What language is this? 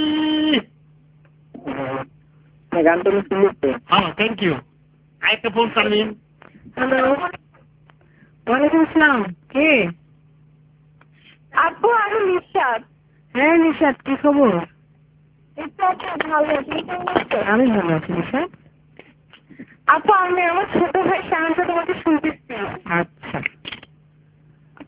Bangla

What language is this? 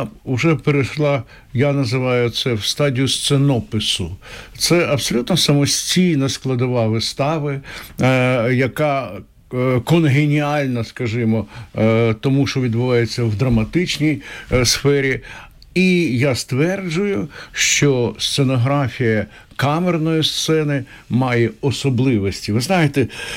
Ukrainian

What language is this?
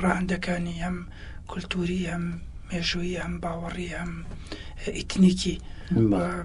Central Kurdish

